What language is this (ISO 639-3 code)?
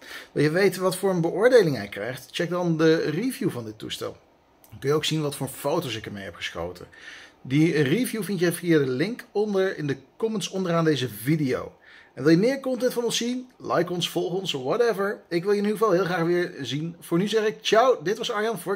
nld